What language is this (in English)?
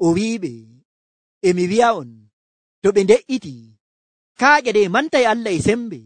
Nigerian Fulfulde